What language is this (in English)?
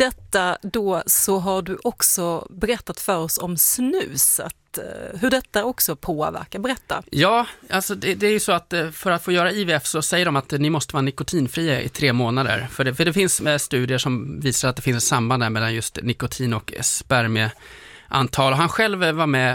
Swedish